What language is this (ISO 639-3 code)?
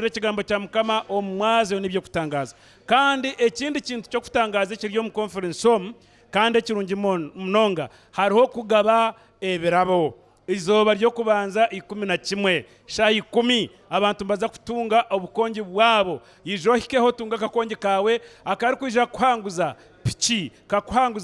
nyn